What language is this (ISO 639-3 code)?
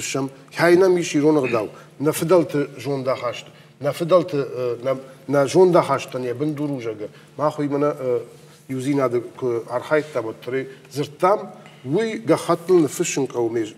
oss